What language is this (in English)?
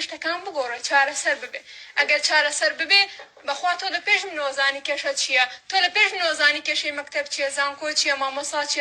Central Kurdish